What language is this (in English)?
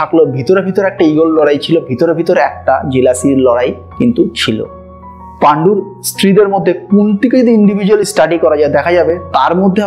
Bangla